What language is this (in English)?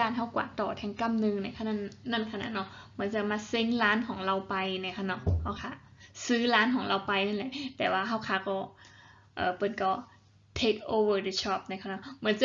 Shan